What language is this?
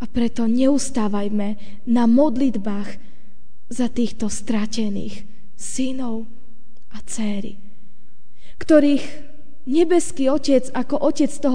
Slovak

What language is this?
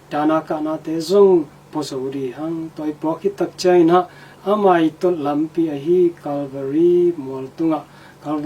Tedim Chin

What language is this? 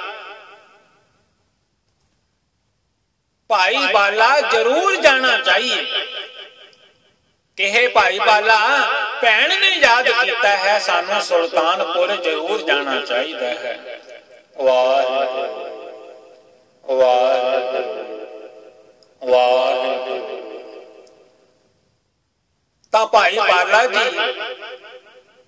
Punjabi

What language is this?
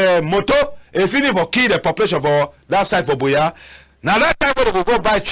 Cameroon Pidgin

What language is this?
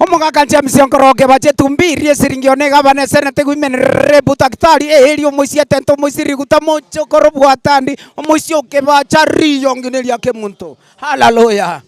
Gusii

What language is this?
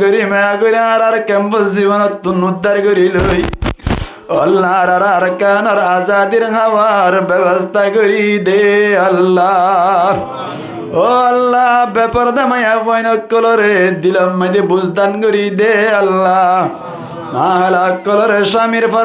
Rohingya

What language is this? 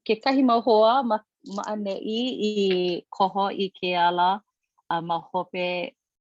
Hawaiian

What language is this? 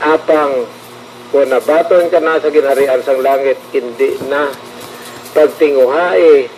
Hiligaynon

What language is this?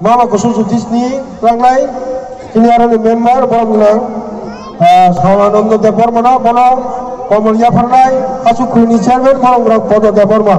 Kok Borok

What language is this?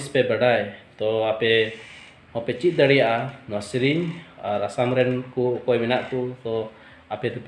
Santali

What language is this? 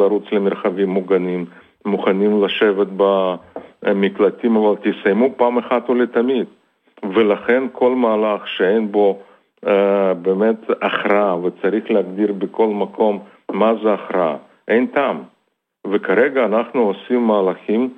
Hebrew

